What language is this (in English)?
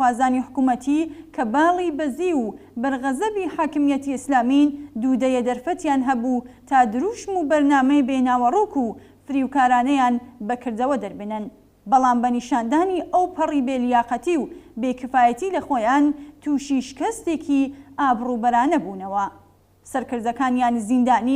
Central Kurdish